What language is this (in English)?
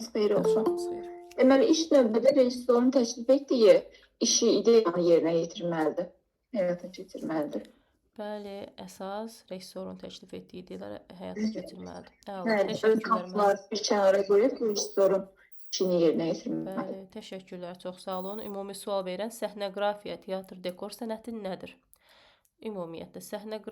Azerbaijani